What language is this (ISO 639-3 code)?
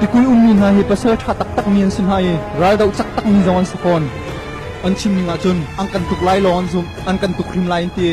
cnh